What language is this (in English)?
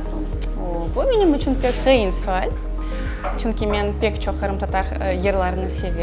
Crimean Tatar